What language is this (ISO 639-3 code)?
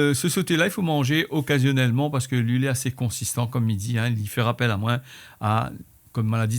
rcf